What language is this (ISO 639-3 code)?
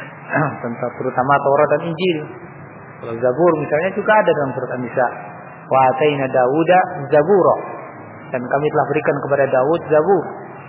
ind